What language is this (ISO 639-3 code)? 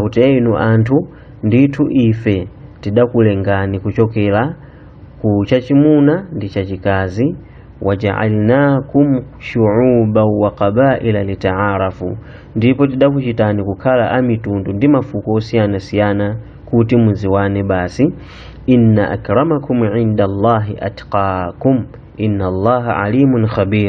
nya